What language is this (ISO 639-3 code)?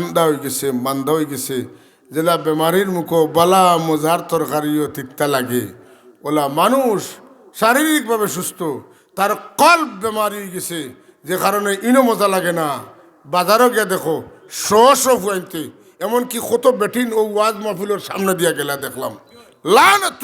syl